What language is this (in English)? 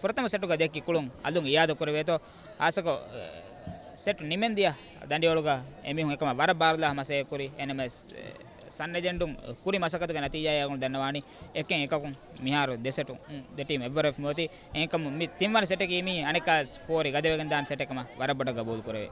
Divehi